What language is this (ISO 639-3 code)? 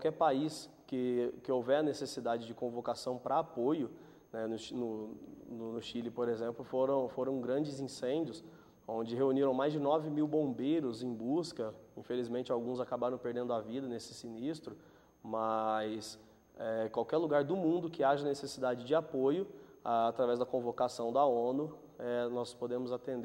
por